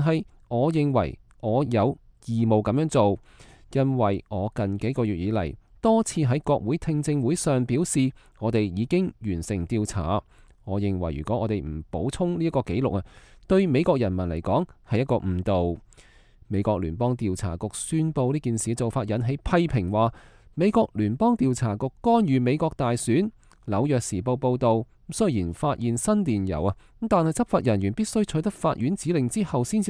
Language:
Cantonese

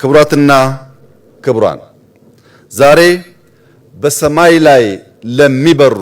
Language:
Amharic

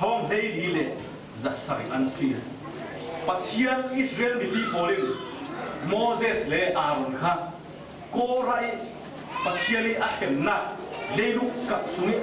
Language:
Falam Chin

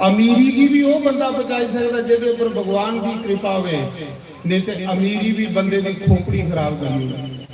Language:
Dogri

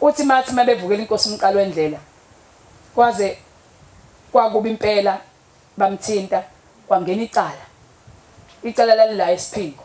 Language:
Zulu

